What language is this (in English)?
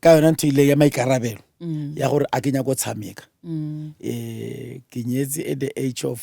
Northern Sotho